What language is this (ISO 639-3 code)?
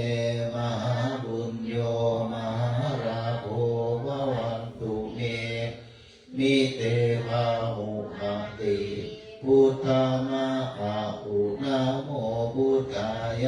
pli